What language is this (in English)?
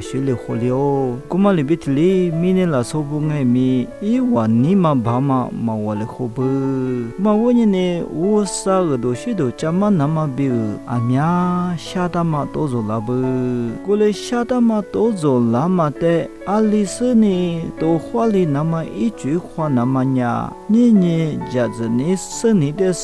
Lisu